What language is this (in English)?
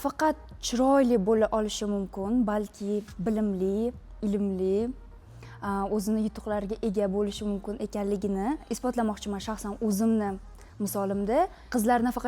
Uzbek